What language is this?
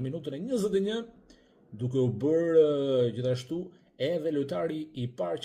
Albanian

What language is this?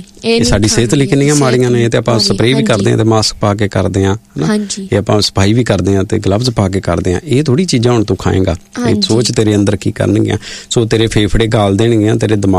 Punjabi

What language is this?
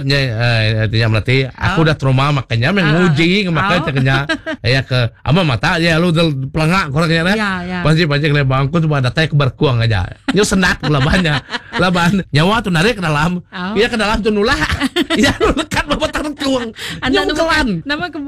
Iban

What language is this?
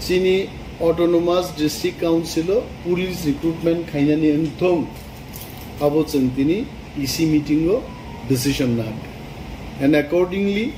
Kok Borok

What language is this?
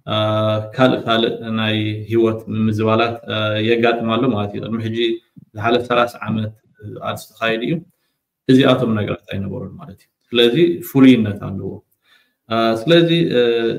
Tigrinya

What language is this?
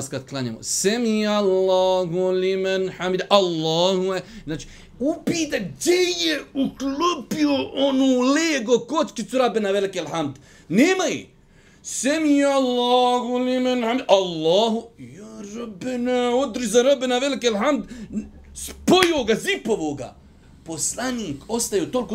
Bosnian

